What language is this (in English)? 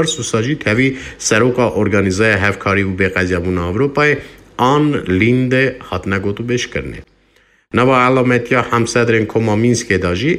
Kurdish